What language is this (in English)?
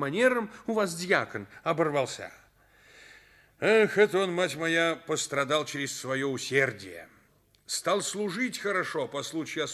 Russian